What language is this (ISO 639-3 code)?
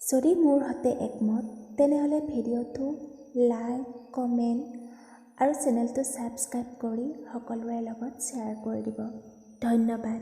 asm